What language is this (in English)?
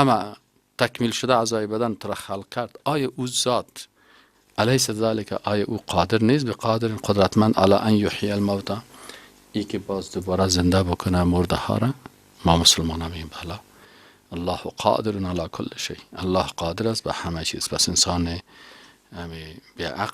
Persian